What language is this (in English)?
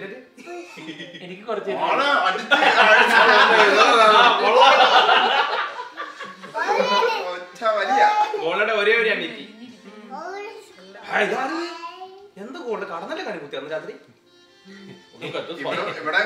Malayalam